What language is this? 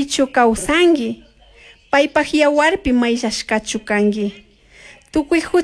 Chimborazo Highland Quichua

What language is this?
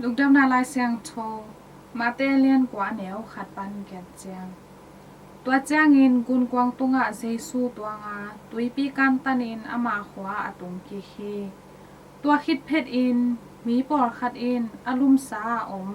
Tedim Chin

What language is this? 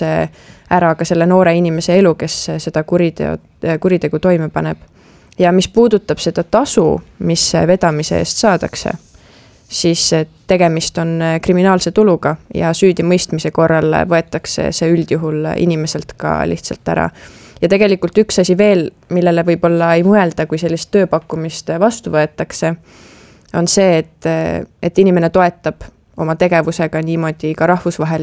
Estonian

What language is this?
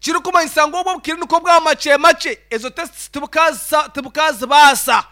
Nyankole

